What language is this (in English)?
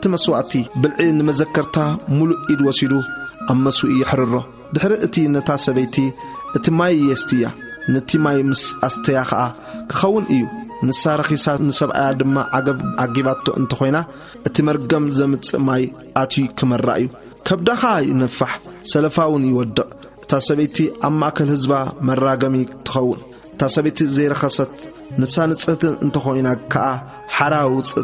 Tigrinya